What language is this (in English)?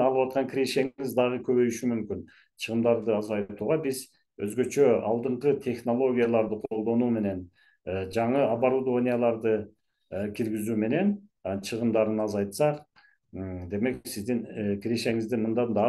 Kyrgyz